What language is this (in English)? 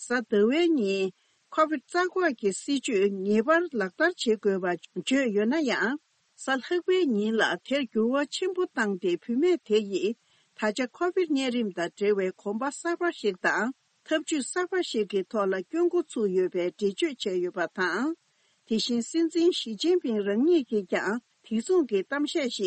Tibetan